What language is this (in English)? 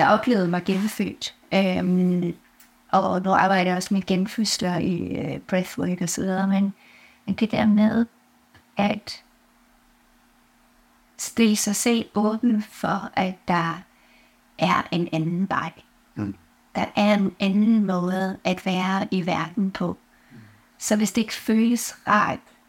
Danish